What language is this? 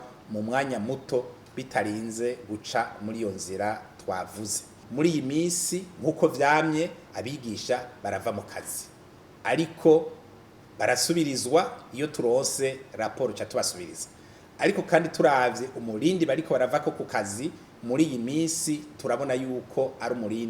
Rundi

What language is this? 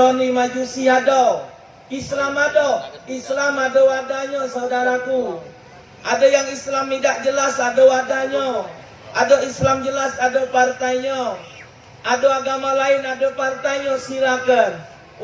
Musi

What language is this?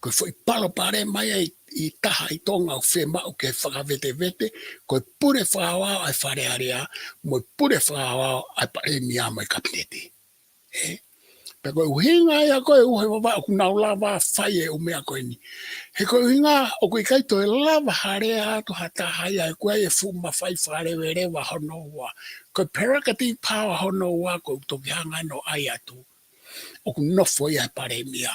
Tongan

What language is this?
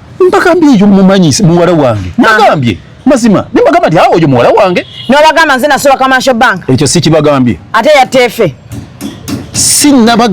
Ganda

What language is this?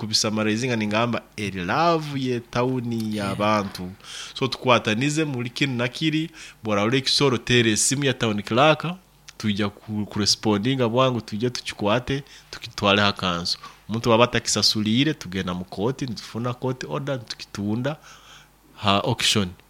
Nyoro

